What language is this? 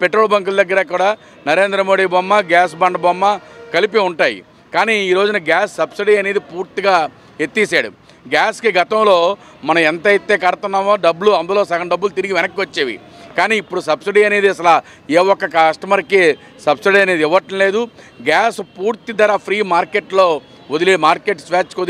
Telugu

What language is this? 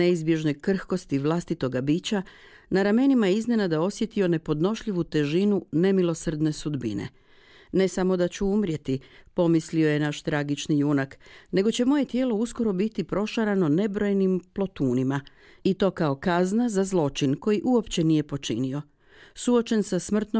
Croatian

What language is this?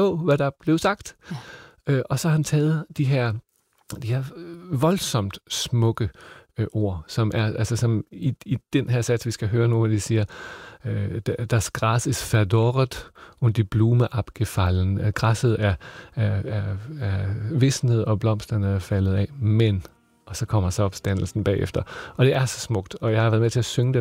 Danish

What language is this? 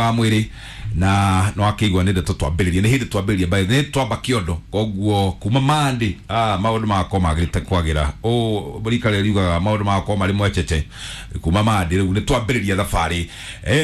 Kikuyu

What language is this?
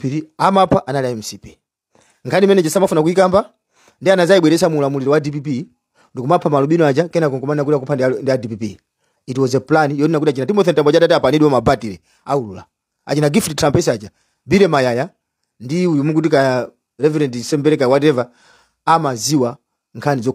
Nyanja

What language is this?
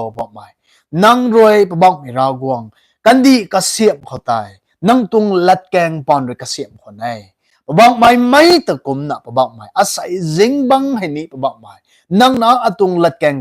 Rongmei Naga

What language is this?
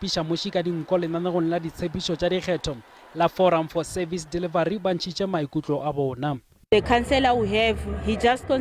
Northern Sotho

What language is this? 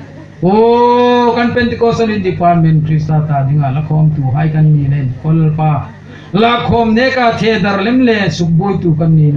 Hmar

